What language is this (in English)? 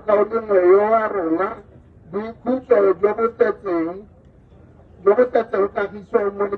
Tswana